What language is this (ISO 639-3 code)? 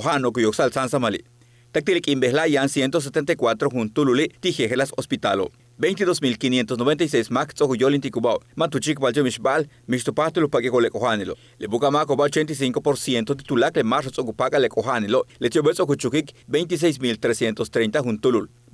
yua